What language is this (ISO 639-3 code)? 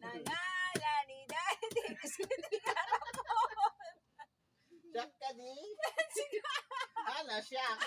ilo